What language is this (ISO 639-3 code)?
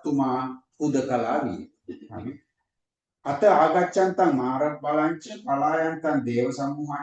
sin